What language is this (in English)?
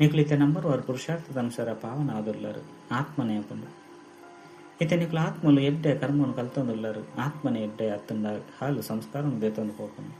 Tulu